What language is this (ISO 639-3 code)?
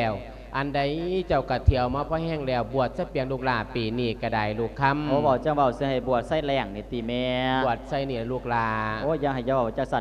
lao